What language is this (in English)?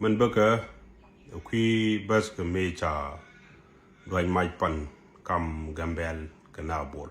Nuer